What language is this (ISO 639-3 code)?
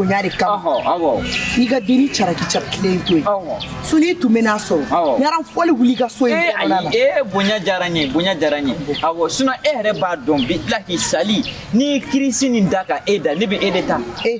bam